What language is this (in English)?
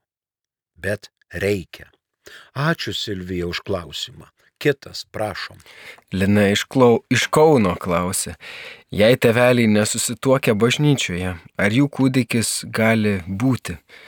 Lithuanian